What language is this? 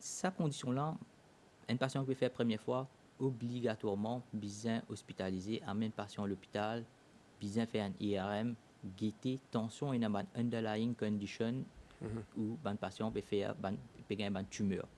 Morisyen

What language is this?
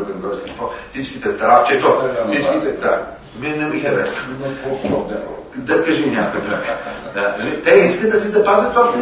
Bulgarian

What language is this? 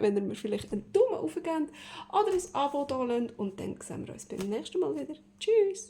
Swiss German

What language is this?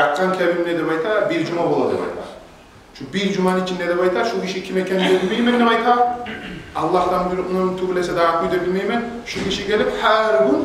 Kumyk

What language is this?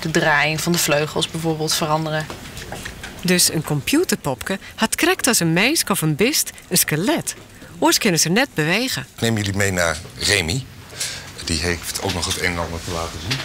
Western Frisian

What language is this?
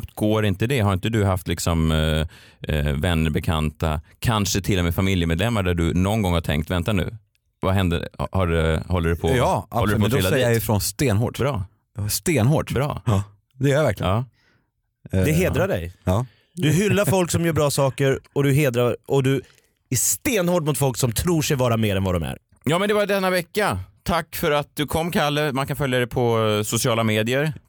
Swedish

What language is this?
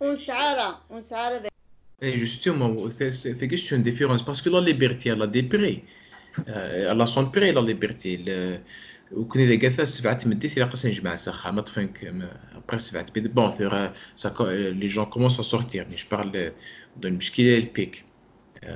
Kabyle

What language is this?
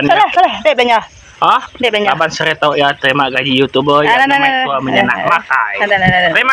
Iban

